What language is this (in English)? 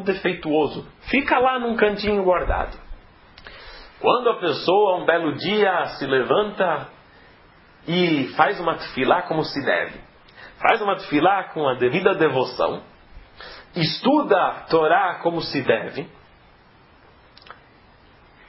Portuguese